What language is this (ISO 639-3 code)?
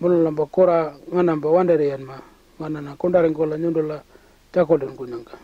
pjt